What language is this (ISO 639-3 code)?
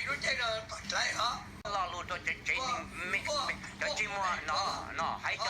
hmn